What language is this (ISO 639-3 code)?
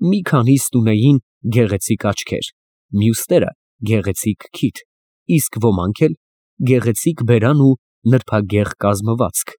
hye